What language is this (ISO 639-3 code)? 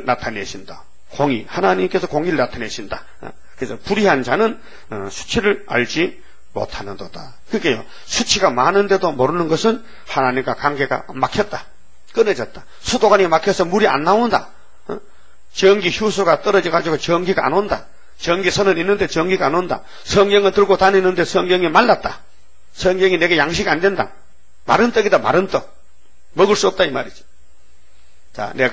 kor